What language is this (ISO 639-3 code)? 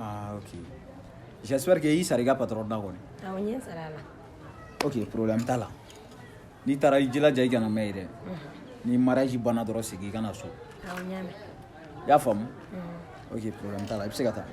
bam